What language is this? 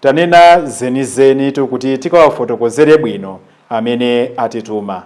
Nyanja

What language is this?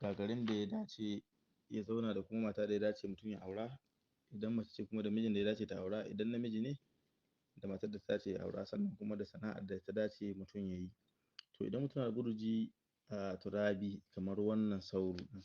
Hausa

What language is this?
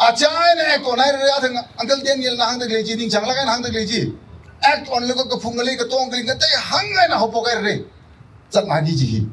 Tangkhul Naga (India)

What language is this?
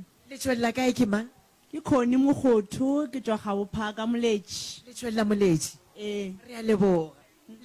Northern Sotho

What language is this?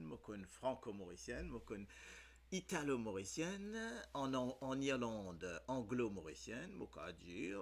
Morisyen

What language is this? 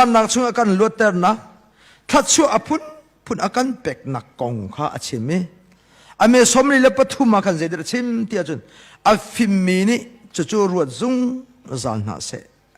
Hakha Chin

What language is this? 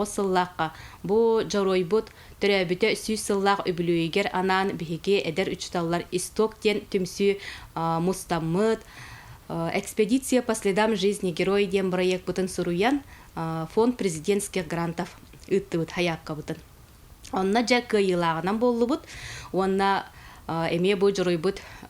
Yakut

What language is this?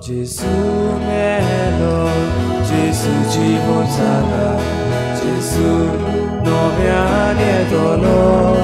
Konkani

